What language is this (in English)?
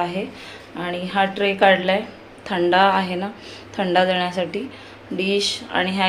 Marathi